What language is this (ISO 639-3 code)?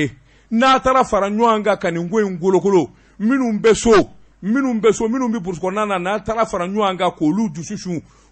bam